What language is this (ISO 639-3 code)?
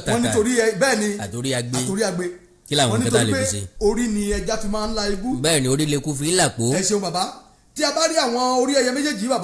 yor